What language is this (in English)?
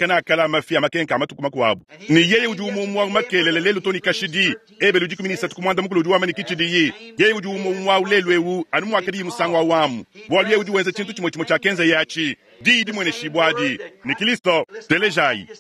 Luba-Lulua